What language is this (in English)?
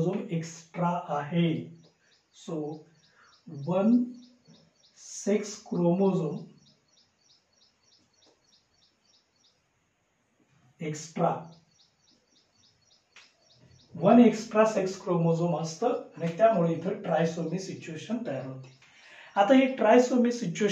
Marathi